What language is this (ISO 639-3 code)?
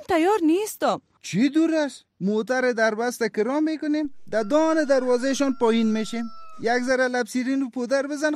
fas